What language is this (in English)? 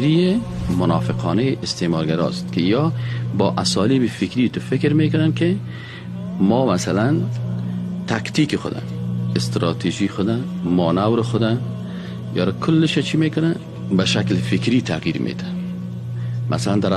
Persian